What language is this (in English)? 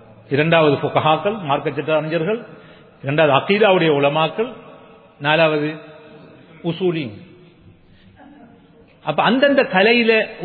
Tamil